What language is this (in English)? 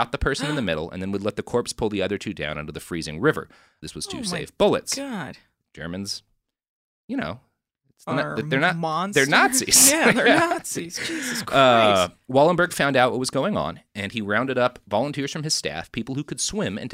English